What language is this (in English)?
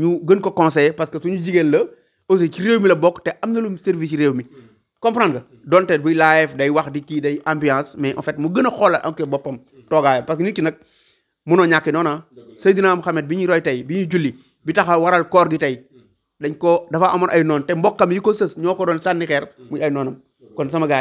Wolof